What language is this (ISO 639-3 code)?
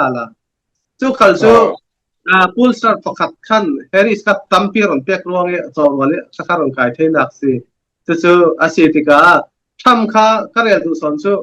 cfm